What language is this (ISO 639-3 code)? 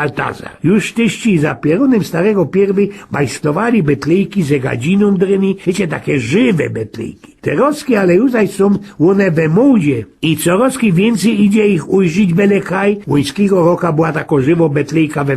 szl